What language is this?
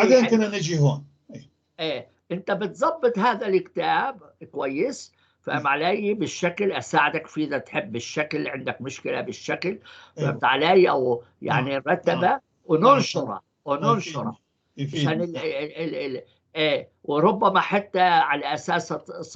North Levantine Arabic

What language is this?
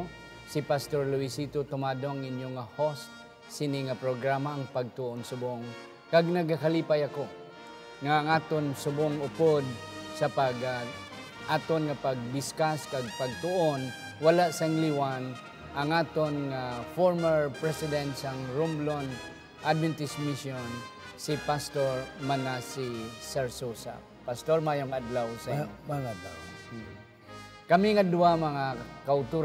Hiligaynon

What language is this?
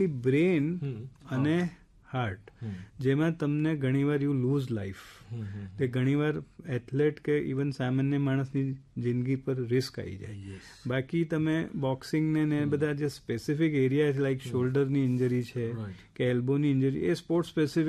Gujarati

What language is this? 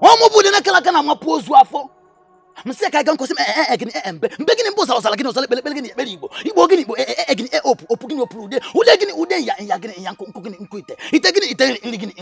Igbo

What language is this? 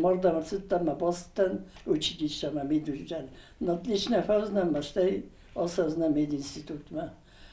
Ossetic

